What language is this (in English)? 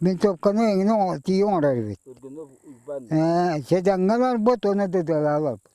Yakut